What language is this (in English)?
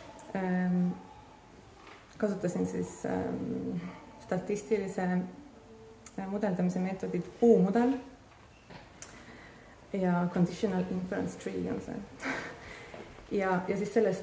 Estonian